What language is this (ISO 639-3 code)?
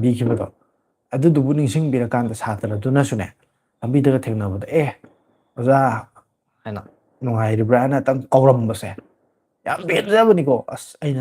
mni